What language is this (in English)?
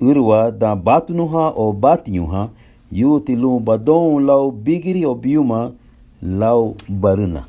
Garifuna